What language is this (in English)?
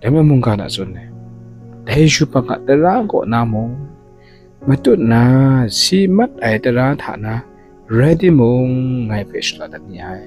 Kachin